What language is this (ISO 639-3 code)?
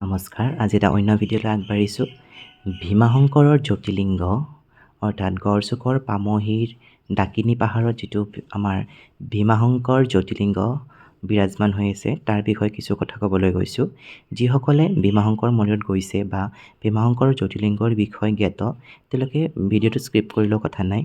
asm